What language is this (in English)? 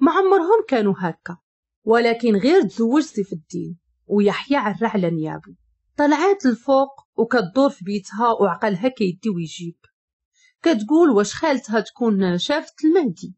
Moroccan Arabic